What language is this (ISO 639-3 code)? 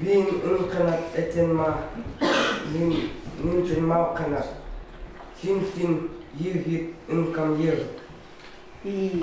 ckt